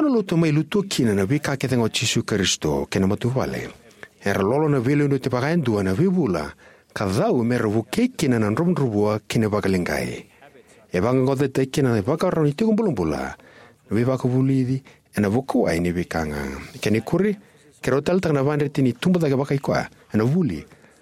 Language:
Fijian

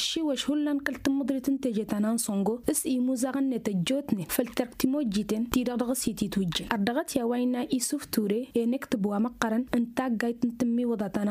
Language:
Tamasheq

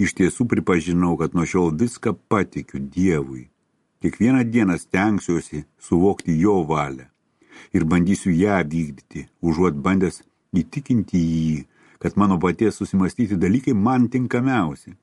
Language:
Lithuanian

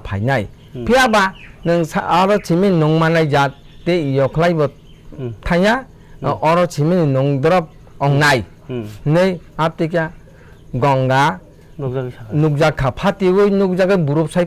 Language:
Kok Borok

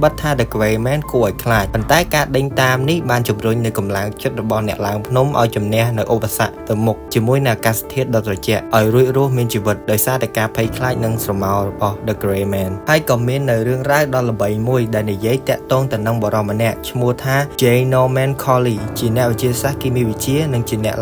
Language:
Khmer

